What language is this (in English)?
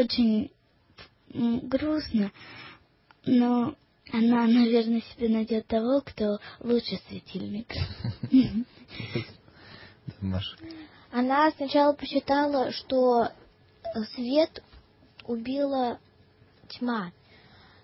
Russian